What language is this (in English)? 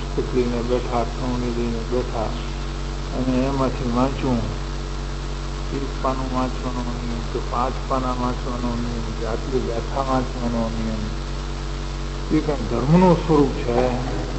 Gujarati